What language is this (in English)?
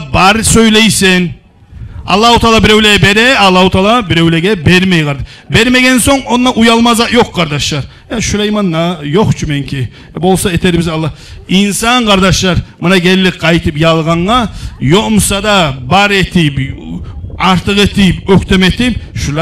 Kumyk